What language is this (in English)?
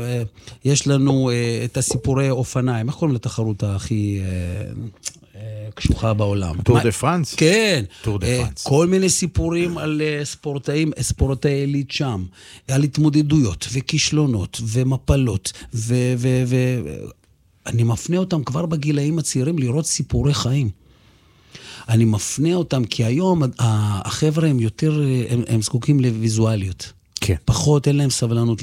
Hebrew